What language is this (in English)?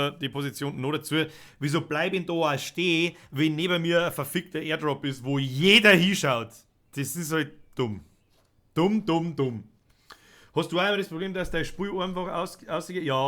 Bavarian